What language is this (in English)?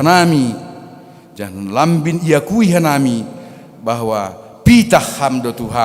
Batak Simalungun